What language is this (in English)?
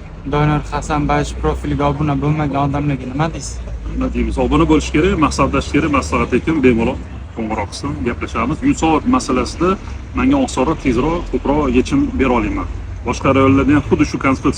Uzbek